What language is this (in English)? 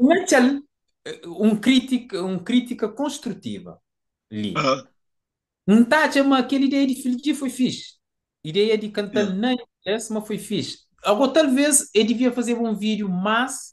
Kabuverdianu